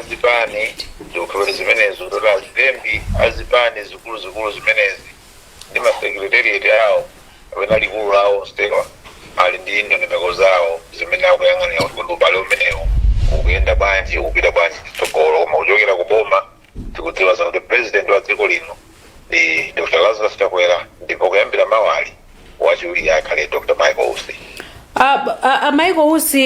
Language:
Nyanja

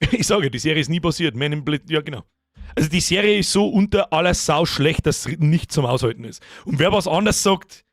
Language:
Bavarian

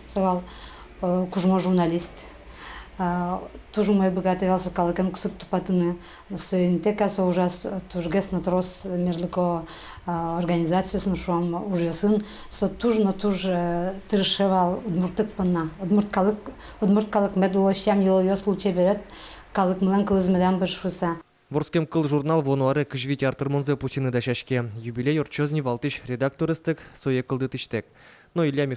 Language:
Udmurt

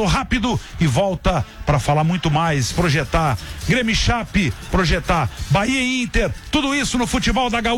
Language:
Portuguese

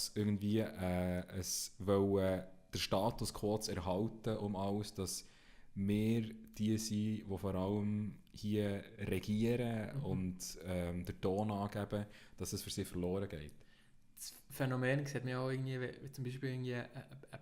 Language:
Swiss German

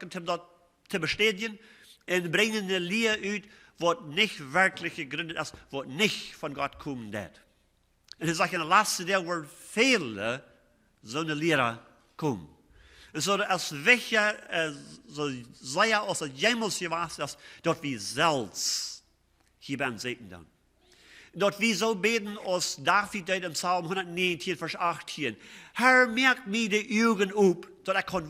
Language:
Plautdietsch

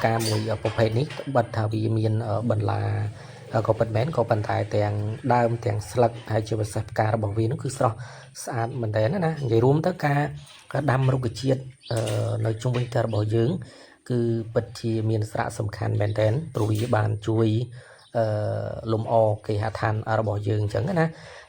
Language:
Khmer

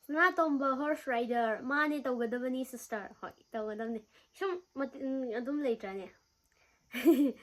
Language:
Manipuri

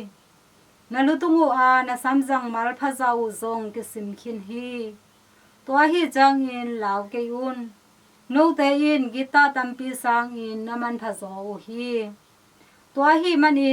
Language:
Tedim Chin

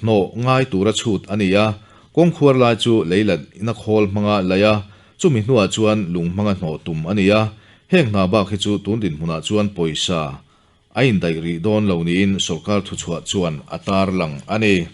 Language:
Mizo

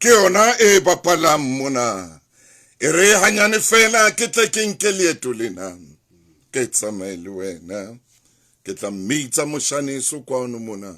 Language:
Southern Sotho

